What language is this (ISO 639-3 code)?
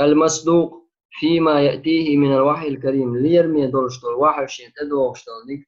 che